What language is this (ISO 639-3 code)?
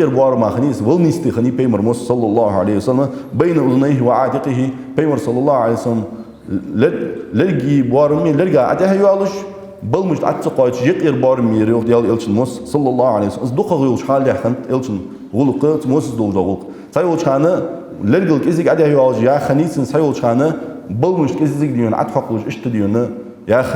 inh